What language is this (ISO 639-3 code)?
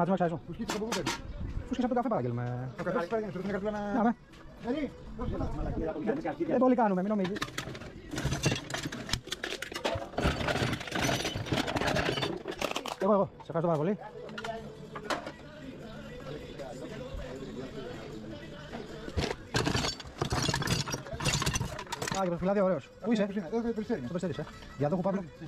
ell